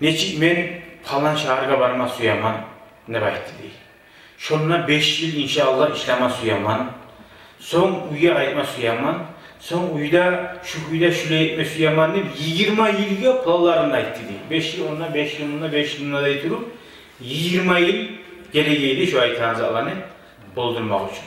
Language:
Kumyk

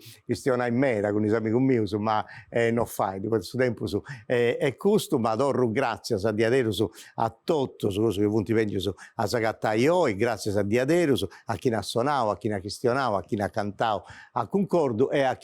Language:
Sardinian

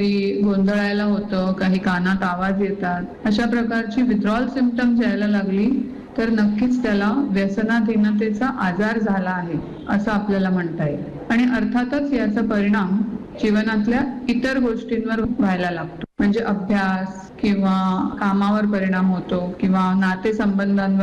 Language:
Marathi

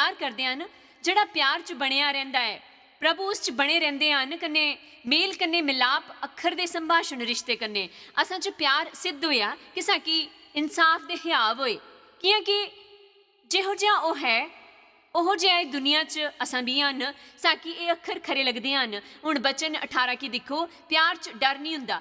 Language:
Dogri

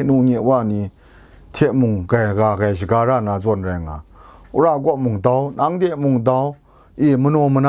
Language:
Kachin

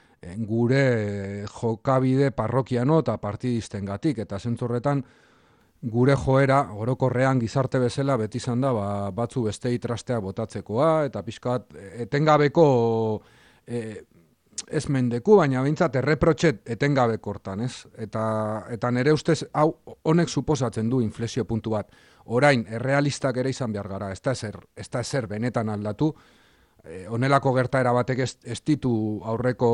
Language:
Basque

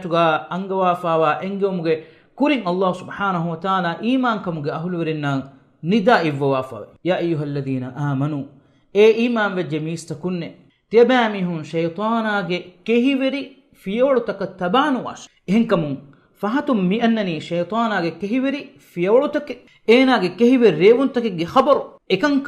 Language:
Divehi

